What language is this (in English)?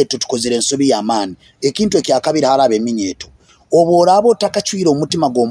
Nyoro